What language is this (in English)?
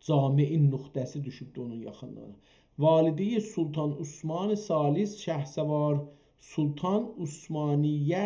South Azerbaijani